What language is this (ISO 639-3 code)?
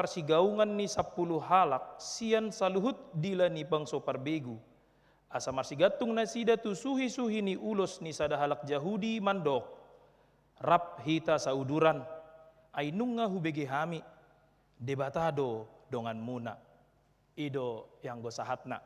bbc